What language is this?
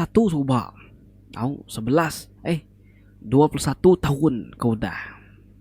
Iban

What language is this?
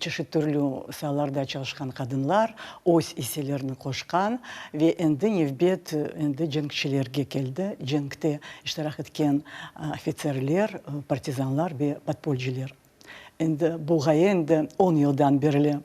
Crimean Tatar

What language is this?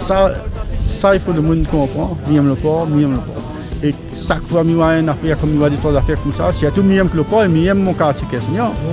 Réunion Creole French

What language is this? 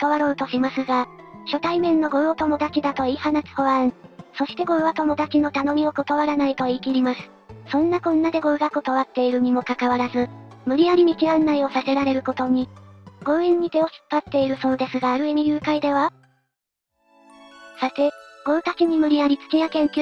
Japanese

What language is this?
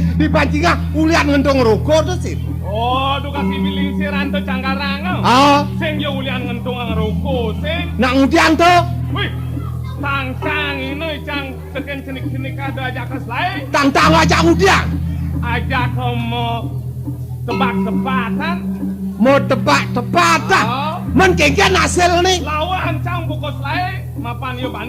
Balinese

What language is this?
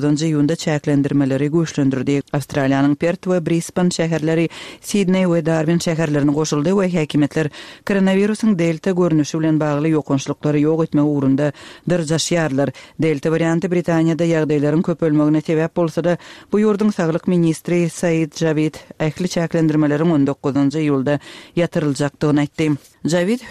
Kyrgyz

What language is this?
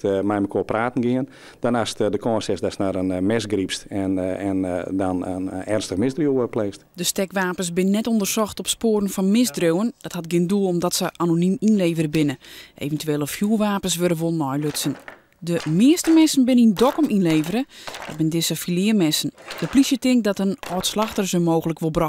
Western Frisian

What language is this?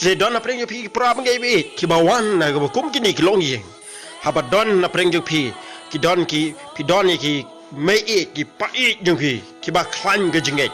Khasi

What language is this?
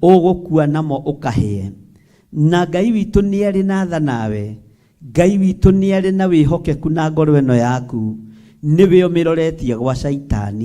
Kikuyu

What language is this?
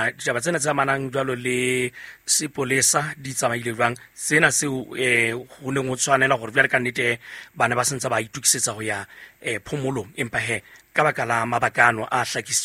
Southern Sotho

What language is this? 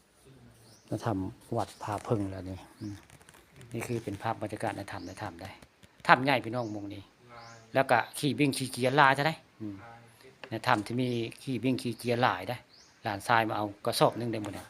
Northeastern Thai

